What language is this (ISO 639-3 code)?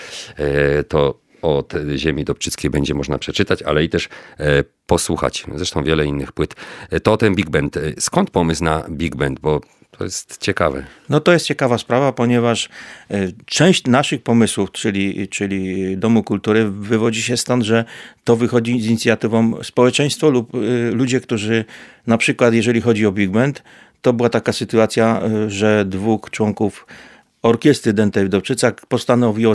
pol